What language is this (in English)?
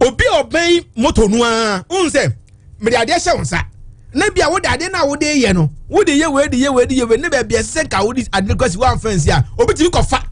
Akan